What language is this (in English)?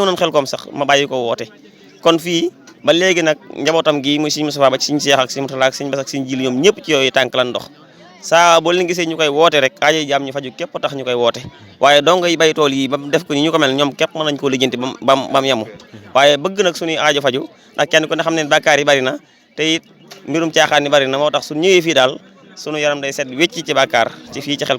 Wolof